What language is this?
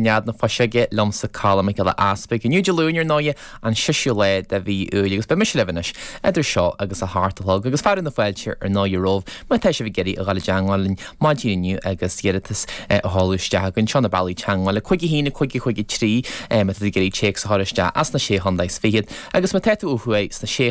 Irish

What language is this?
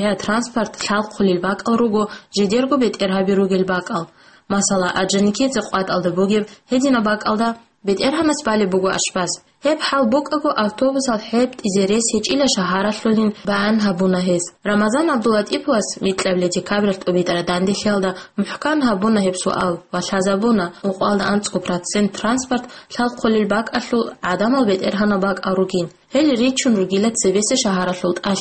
Avaric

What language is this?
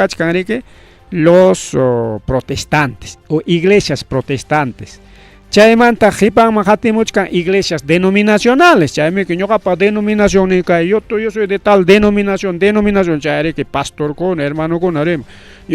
Ayacucho Quechua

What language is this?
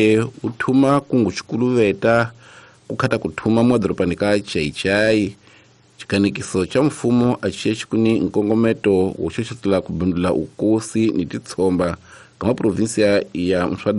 Tsonga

